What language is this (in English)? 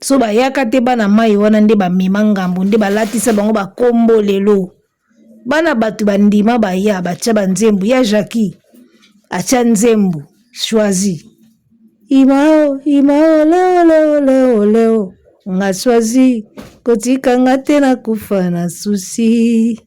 Lingala